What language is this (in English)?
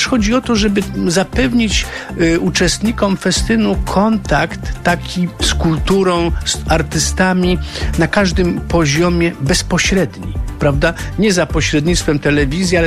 Polish